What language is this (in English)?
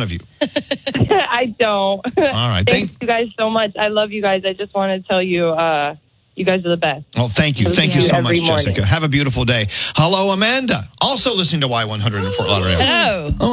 English